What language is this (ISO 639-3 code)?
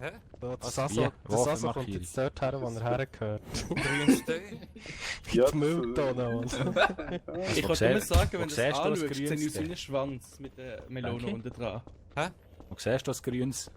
gsw